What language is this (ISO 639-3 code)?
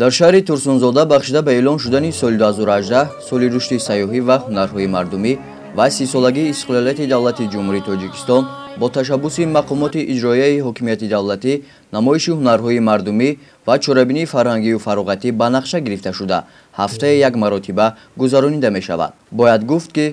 tgk